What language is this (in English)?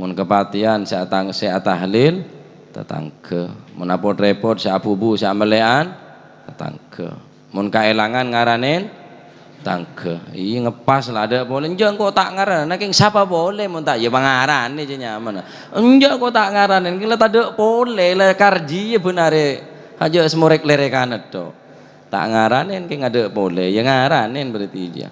Madurese